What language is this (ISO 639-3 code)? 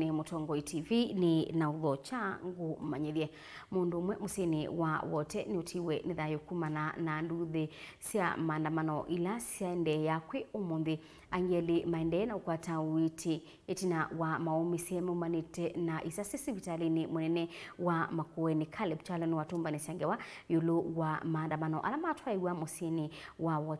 kam